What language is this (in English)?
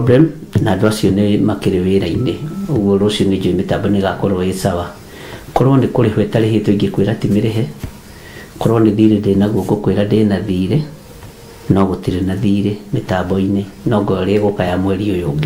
Kikuyu